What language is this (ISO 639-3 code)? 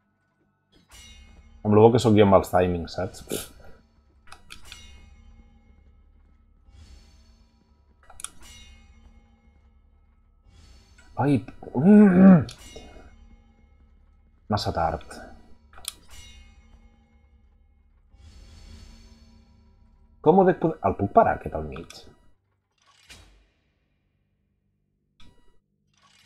cat